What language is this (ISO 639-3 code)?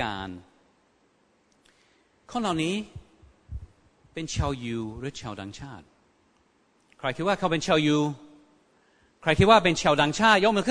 tha